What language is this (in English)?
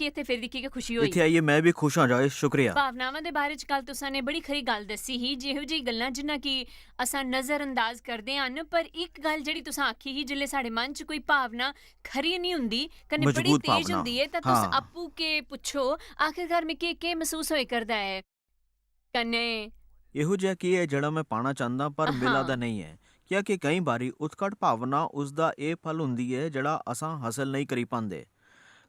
Dogri